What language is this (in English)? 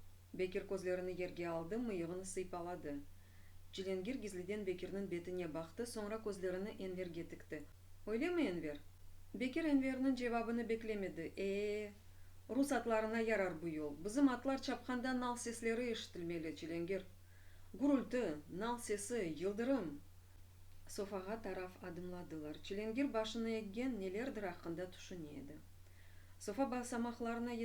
Crimean Tatar